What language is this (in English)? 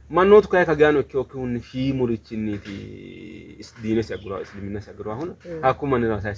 Sidamo